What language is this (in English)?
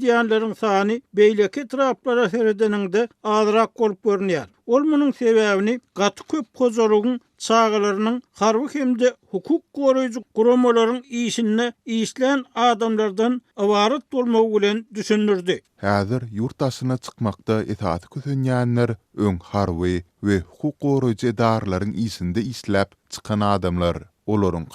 Turkmen